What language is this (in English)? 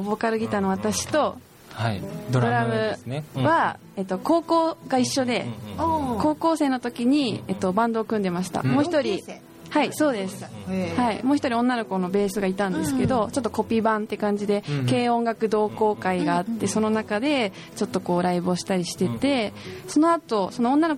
Japanese